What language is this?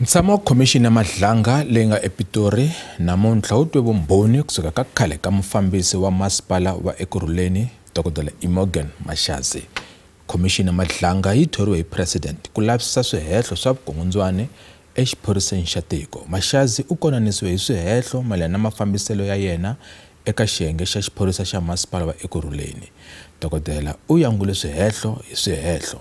Tsonga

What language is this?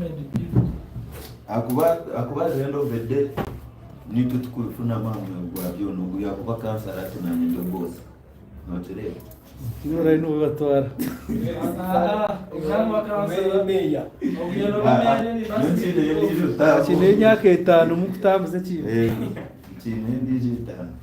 Nyankole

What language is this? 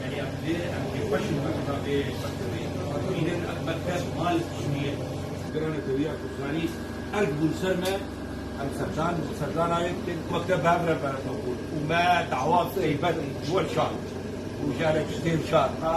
Kurdish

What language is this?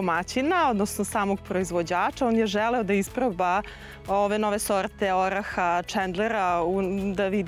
Serbian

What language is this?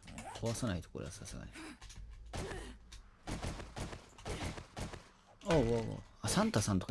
Japanese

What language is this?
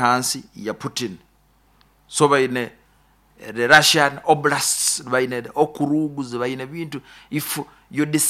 Nyoro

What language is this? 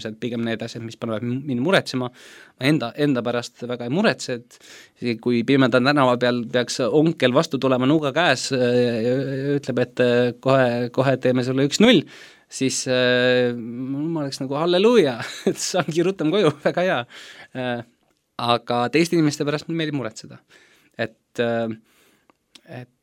Estonian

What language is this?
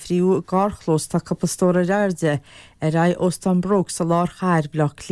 Irish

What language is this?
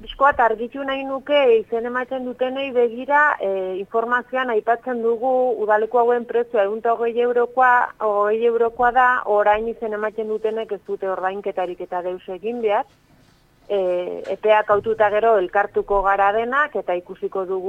Basque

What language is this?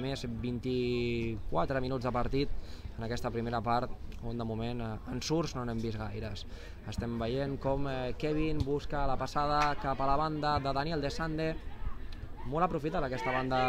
Catalan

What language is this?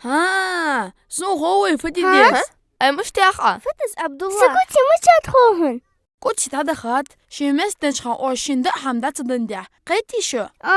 Ingush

